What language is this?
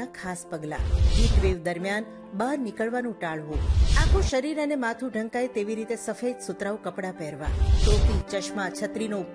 Gujarati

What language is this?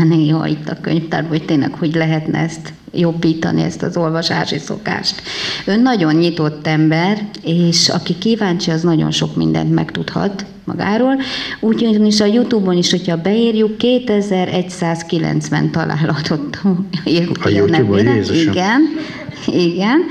Hungarian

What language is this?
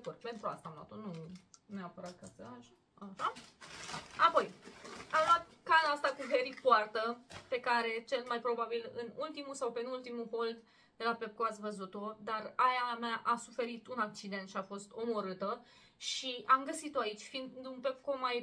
Romanian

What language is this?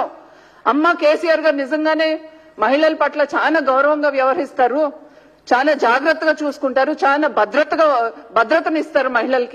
Telugu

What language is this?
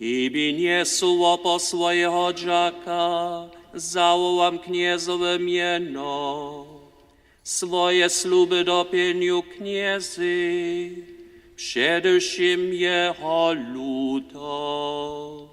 Upper Sorbian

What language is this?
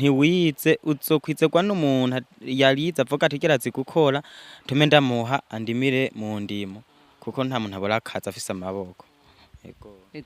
Rundi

